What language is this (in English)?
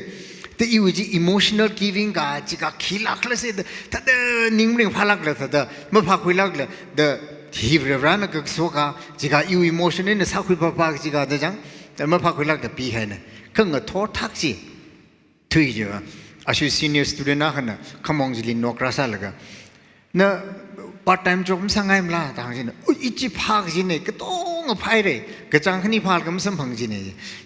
Tangkhul Naga (India)